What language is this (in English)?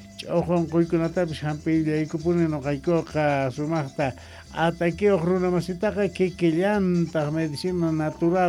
South Bolivian Quechua